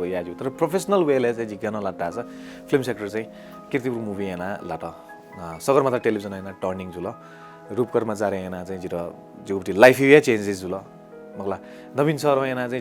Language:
Newari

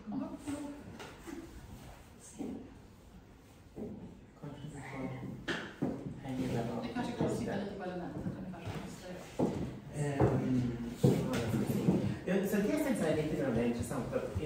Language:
Swedish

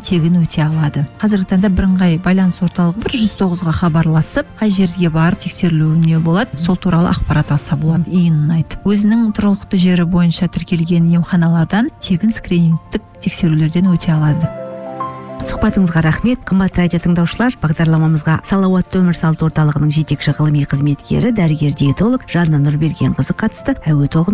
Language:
Kazakh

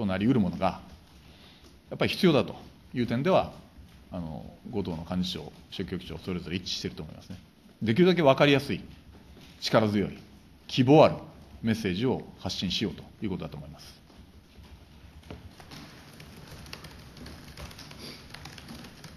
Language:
Japanese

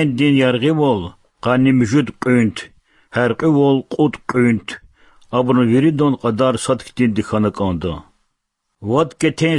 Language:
Lezghian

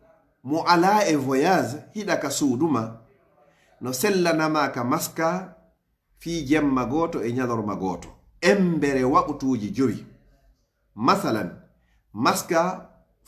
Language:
Pular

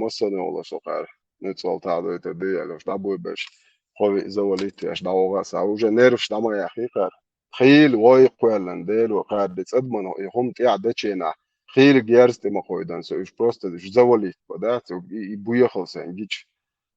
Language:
Chechen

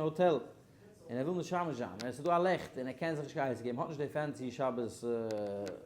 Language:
Yiddish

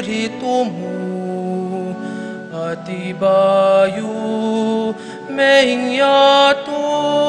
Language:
Pampanga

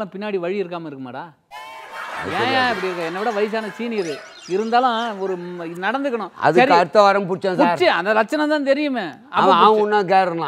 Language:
Tamil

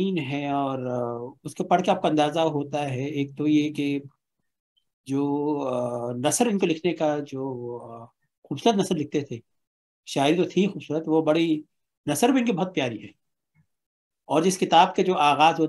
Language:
Urdu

